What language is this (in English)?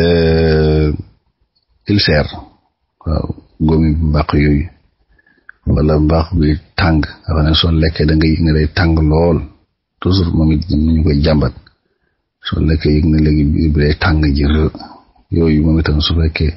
Wolof